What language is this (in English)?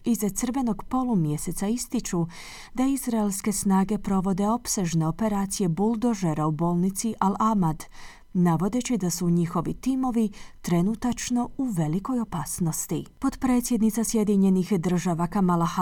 Croatian